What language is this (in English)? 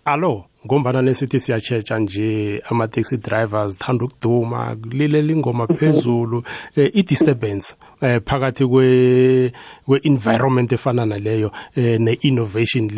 South Ndebele